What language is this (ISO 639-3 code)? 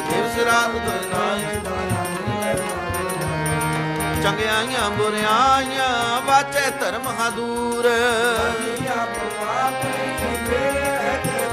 pan